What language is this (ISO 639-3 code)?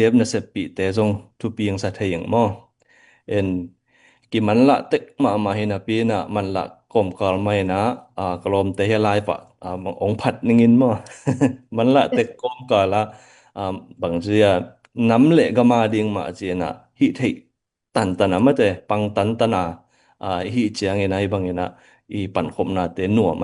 ctd